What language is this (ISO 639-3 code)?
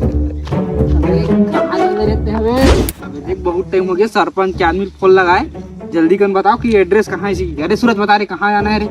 hne